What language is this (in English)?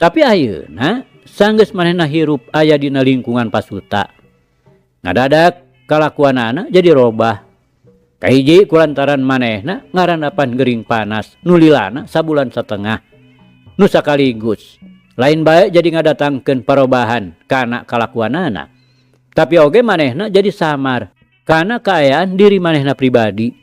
Sundanese